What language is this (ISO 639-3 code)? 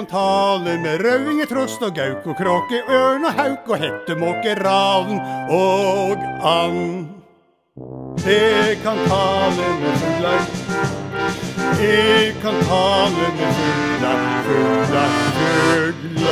nor